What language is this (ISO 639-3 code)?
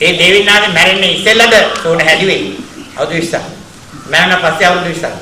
sin